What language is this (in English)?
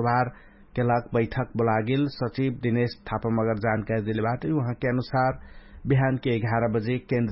Dangaura Tharu